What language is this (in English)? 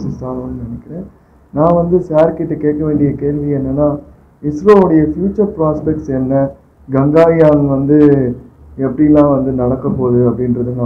Tamil